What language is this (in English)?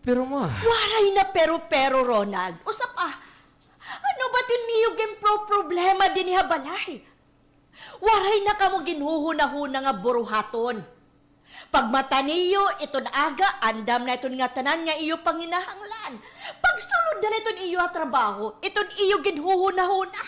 Waray